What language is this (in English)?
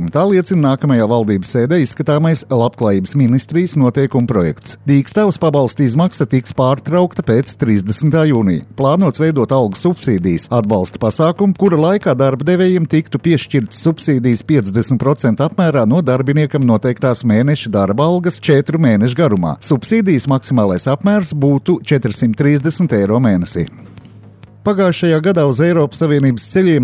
Latvian